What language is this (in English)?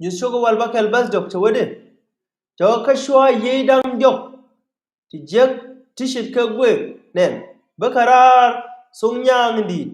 Nuer